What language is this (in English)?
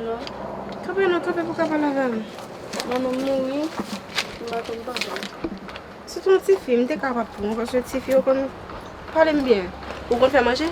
Haitian Creole